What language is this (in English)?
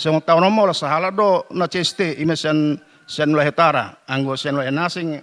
Batak Toba